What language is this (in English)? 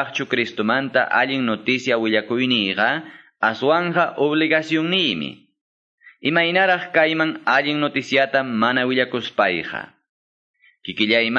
Quechua